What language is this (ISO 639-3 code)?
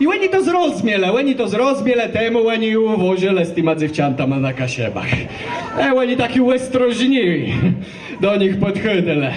csb